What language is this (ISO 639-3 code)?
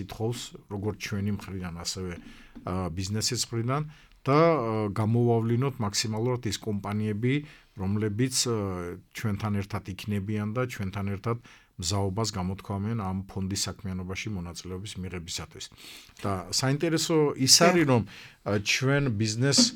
kat